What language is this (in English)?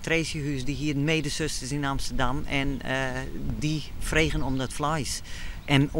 Western Frisian